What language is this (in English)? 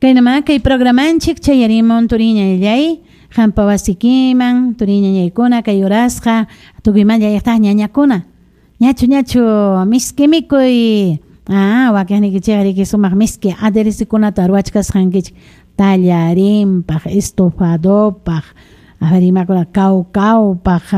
Ayacucho Quechua